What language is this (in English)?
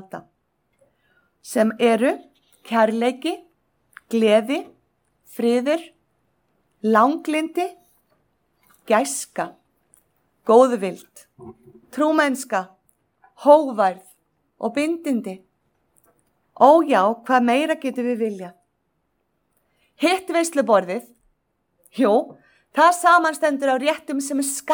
Icelandic